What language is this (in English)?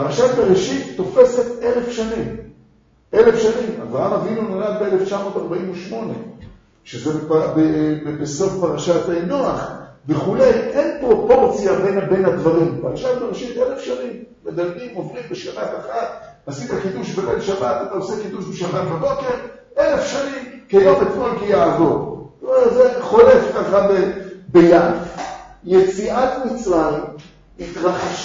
Hebrew